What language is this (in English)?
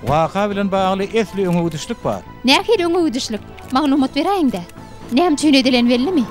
Turkmen